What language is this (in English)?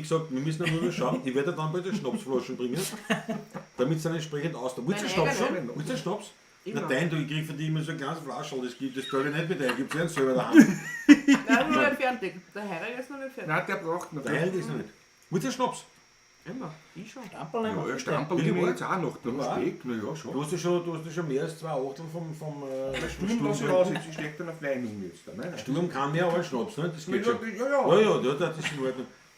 Bavarian